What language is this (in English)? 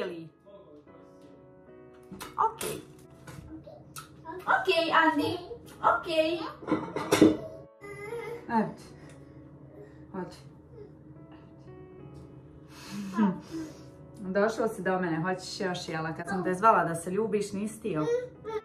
Croatian